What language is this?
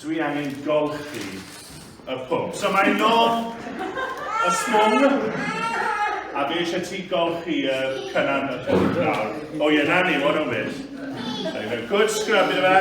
Welsh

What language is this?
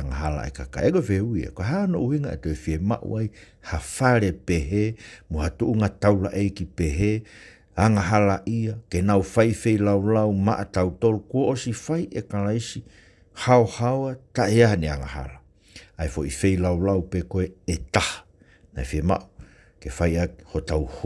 Tongan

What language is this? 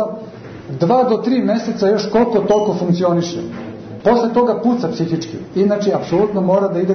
Serbian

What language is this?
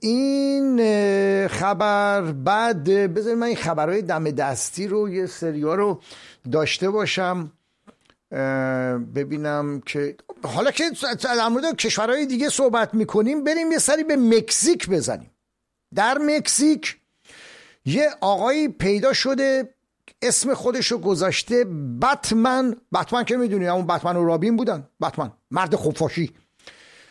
Persian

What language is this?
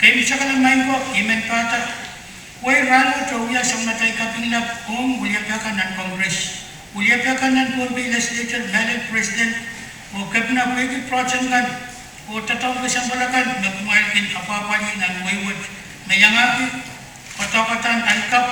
Pohnpeian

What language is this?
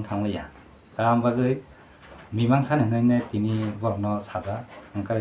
Kok Borok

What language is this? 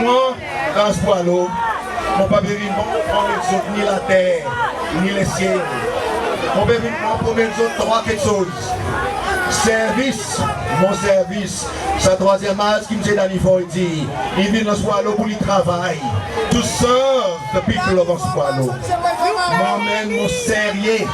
Seselwa Creole French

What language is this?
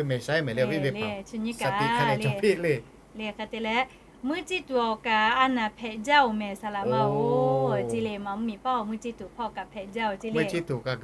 Lahu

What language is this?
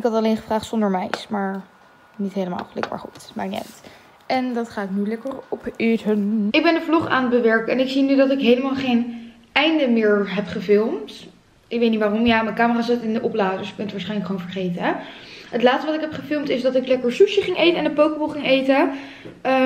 Dutch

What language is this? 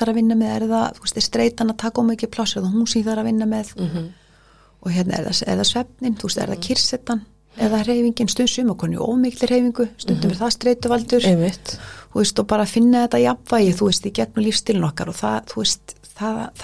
Icelandic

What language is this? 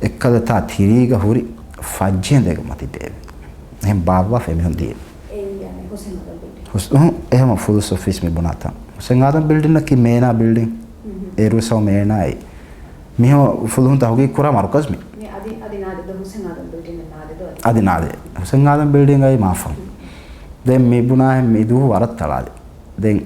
Divehi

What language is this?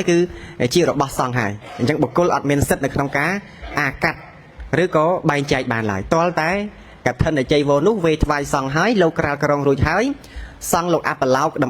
Khmer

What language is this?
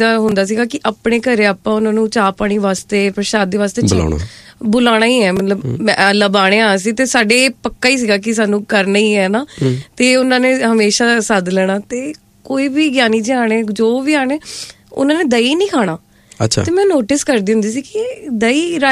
Punjabi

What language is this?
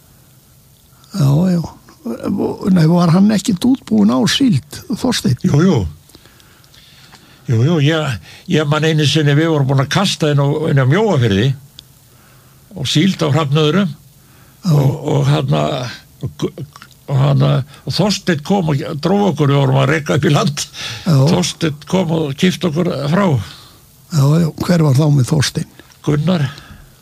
Icelandic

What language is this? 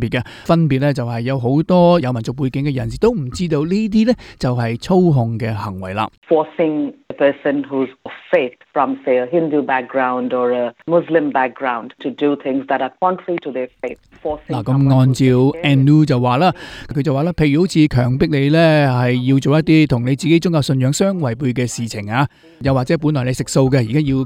Cantonese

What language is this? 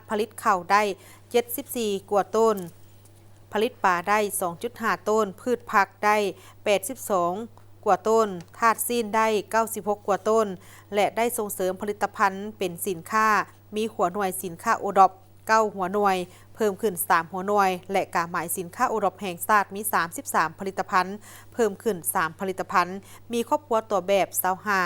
Lao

